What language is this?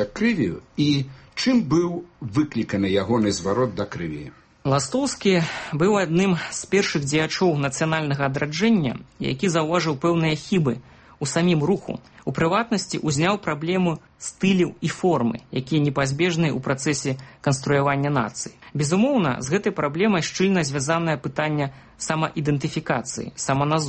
Belarusian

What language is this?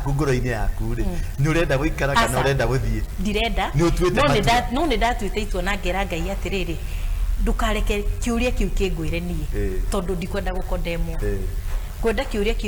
Kikuyu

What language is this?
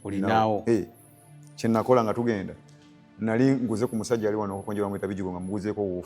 Ganda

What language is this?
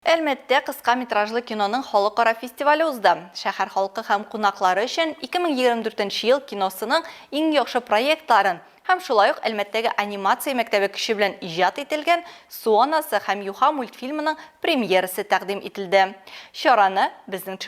Tatar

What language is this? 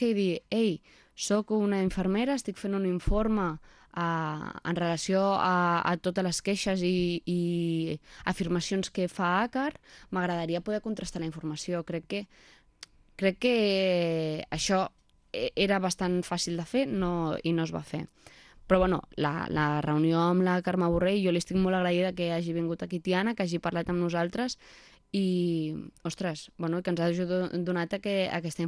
Catalan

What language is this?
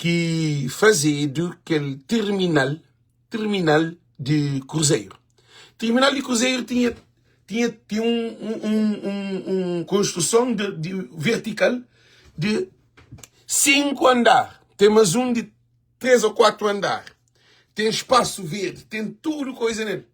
Kabuverdianu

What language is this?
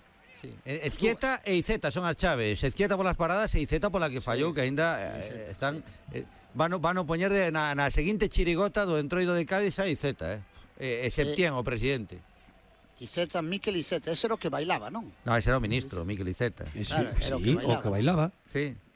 Galician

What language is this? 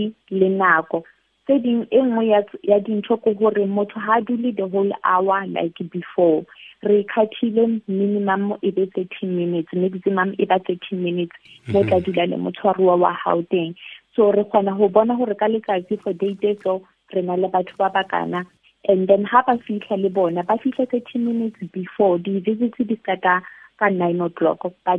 Southern Sotho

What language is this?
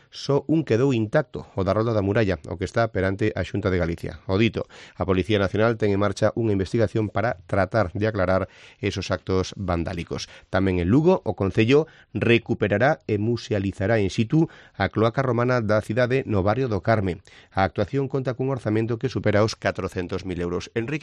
Galician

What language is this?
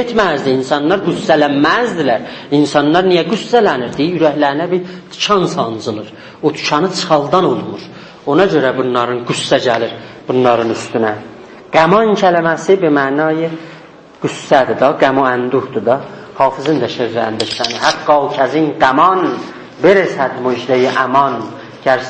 South Azerbaijani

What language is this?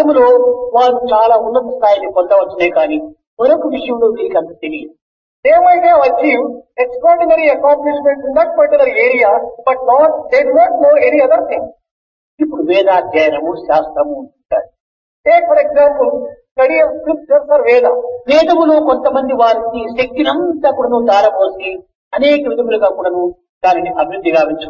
Telugu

